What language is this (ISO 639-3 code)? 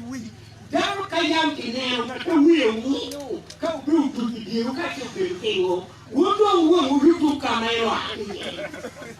ach